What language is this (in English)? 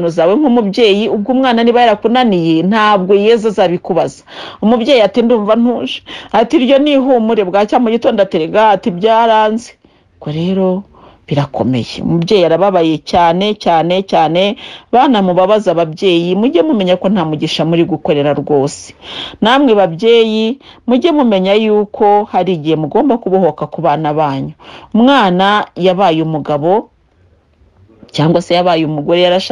Kinyarwanda